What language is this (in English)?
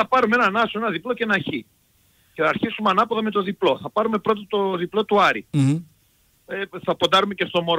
Greek